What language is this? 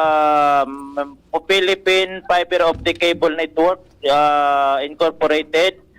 Bikol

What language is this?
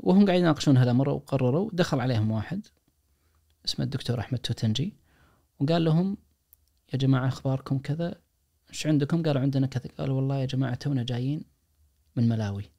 Najdi Arabic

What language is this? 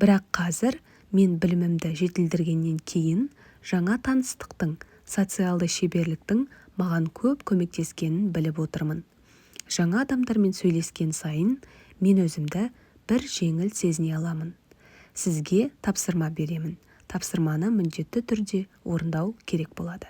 Kazakh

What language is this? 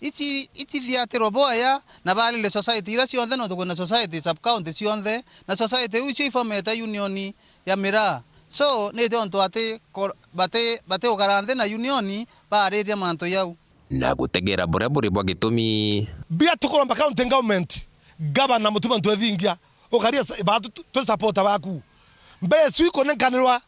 Meru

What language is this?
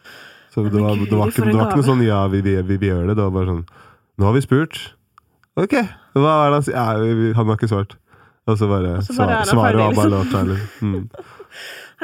Norwegian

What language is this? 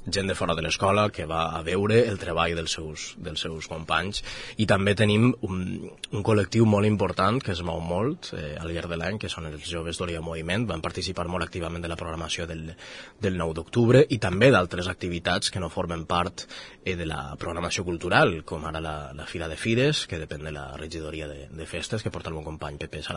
Catalan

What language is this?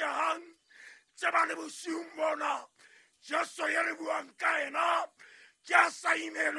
Southern Sotho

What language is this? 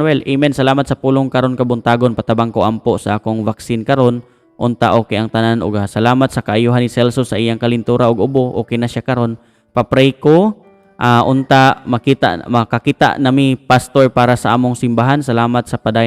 Cebuano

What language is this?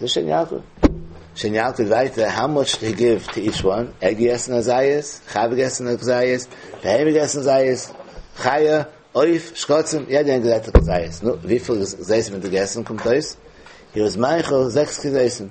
Yiddish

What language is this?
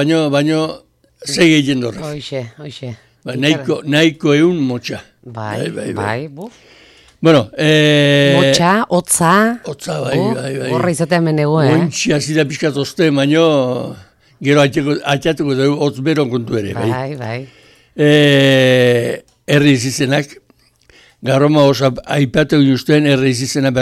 Basque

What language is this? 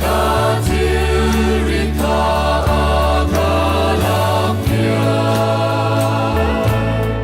Hakha Chin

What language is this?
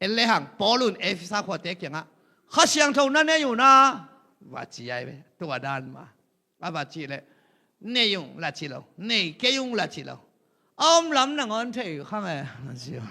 Tedim Chin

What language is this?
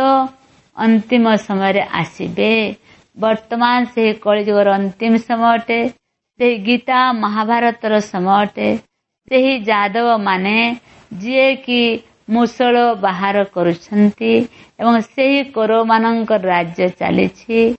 Odia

